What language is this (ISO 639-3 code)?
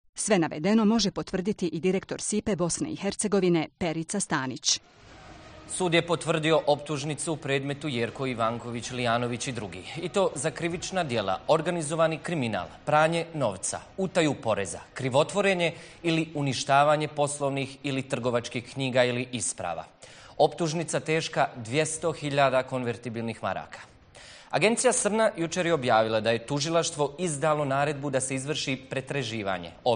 bos